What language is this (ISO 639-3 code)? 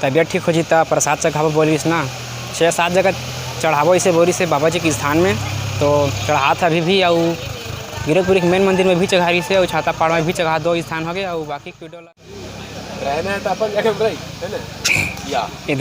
hne